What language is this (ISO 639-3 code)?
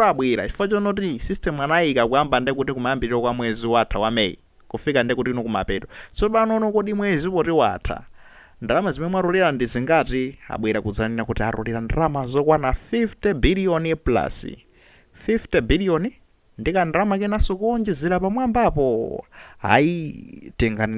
nya